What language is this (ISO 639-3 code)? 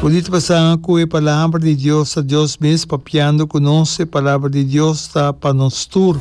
pap